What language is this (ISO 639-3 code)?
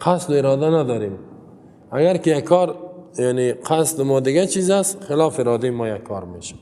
fas